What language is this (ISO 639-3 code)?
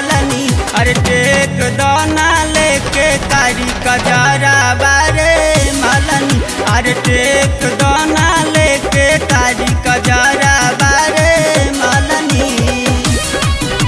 bho